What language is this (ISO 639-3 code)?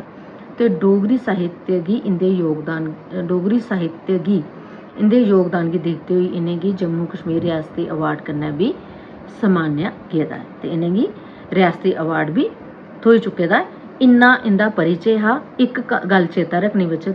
doi